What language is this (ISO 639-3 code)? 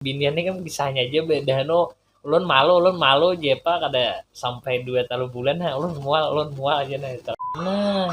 bjn